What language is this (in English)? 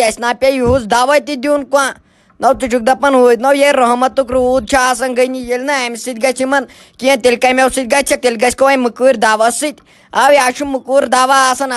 Kashmiri